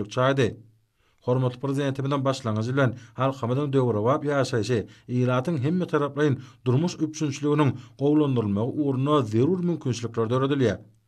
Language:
Turkmen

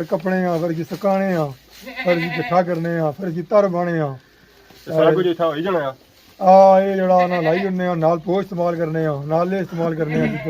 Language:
Pahari-Potwari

